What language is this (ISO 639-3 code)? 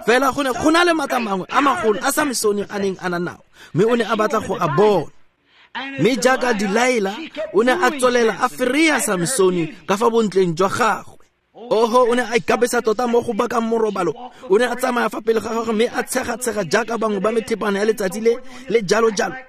tsn